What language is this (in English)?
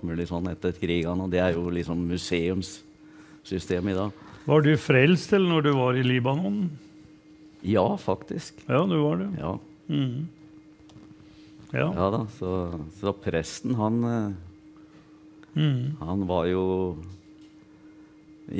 Norwegian